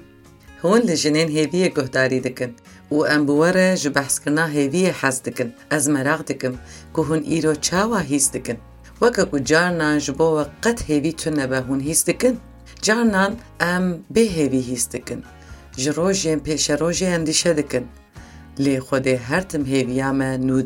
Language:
Kurdish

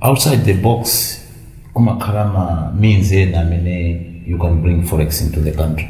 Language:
Nyanja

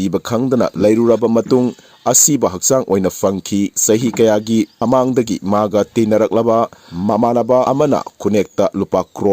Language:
Manipuri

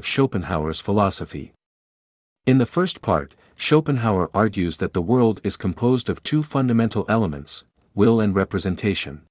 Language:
English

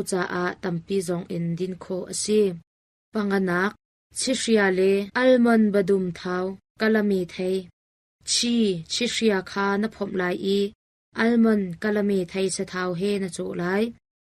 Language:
Hakha Chin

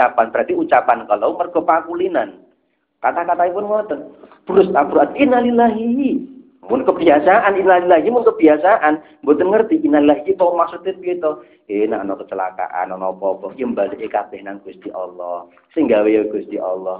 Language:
Javanese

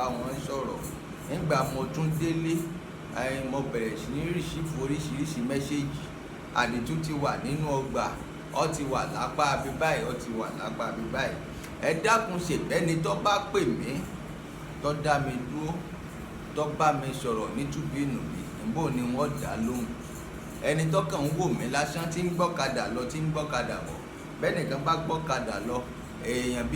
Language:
Yoruba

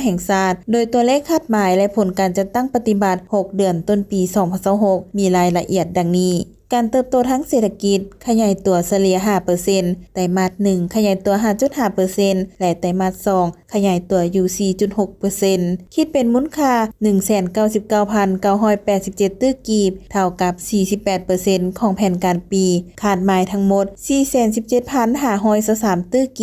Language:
Lao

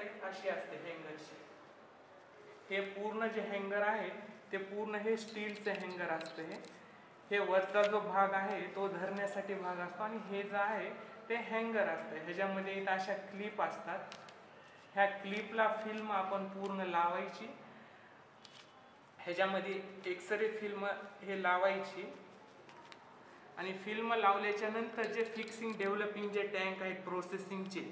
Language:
Marathi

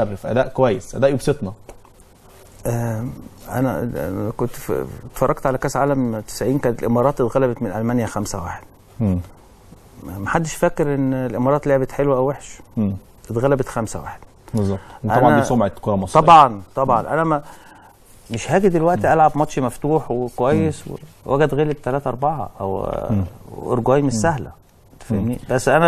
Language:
Egyptian Arabic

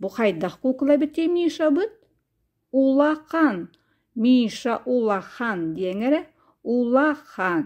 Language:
Yakut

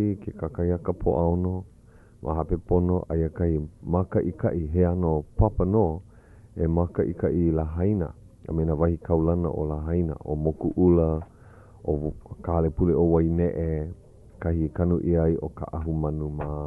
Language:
Hawaiian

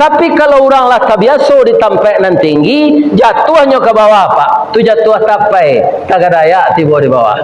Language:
Minangkabau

